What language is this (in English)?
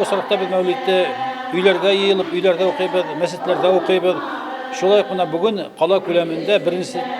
Bashkir